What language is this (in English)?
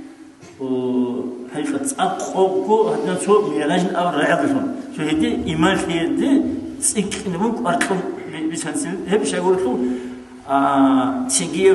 Avaric